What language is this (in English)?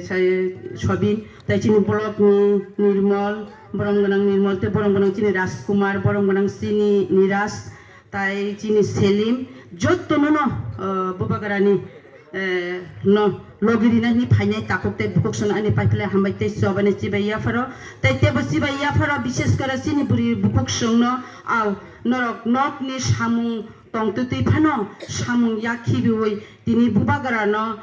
Kok Borok